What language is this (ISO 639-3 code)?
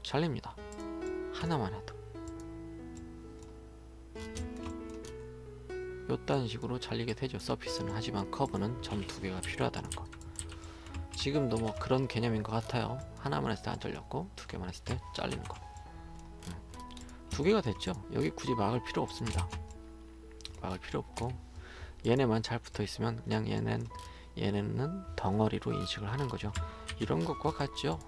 kor